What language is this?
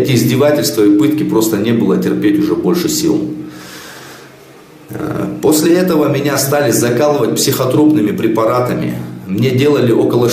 Russian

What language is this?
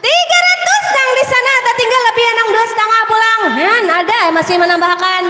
Banjar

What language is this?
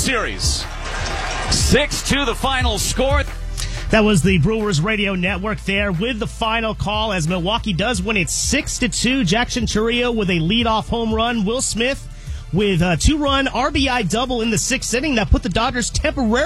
English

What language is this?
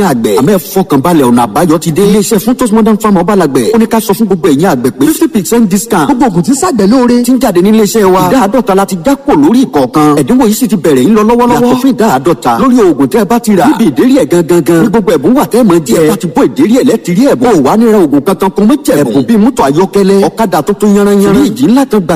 Yoruba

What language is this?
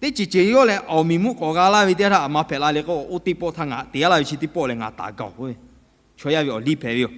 Lahu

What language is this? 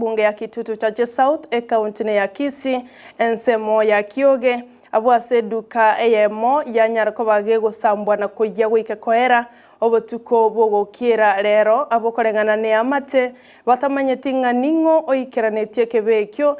Gusii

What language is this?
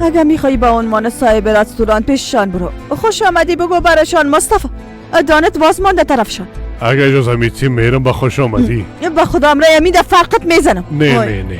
Persian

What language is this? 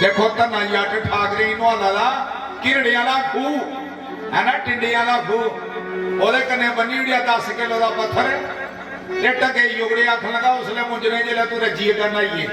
Dogri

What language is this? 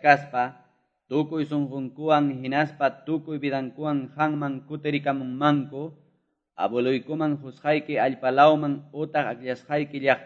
Quechua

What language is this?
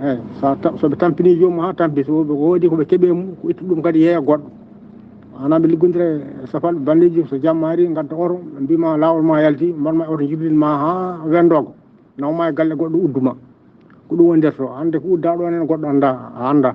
Fula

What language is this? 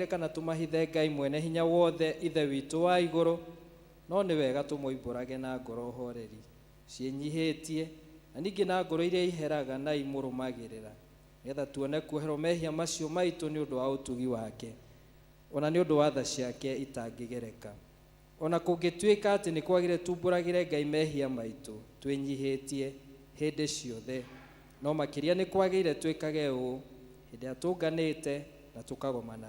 Kikuyu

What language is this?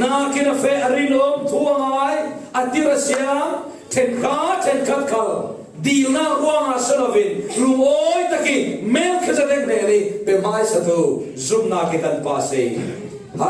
Falam Chin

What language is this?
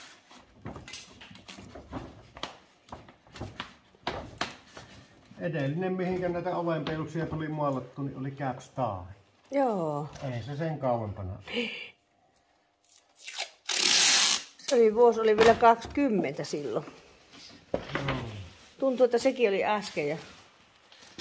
Finnish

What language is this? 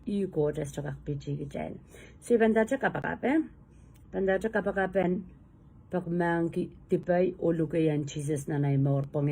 Pohnpeian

